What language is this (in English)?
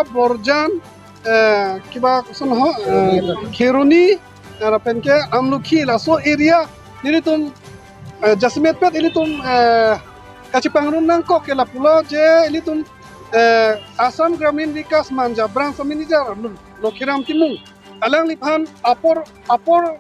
Karbi